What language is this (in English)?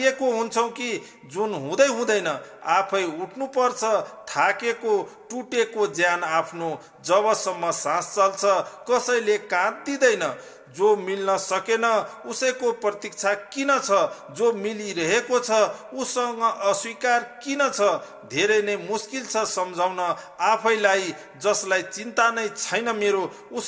Nepali